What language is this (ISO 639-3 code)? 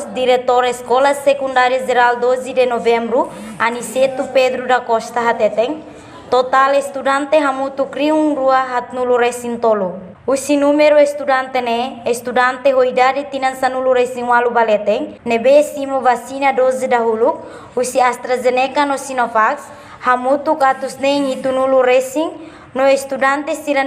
tet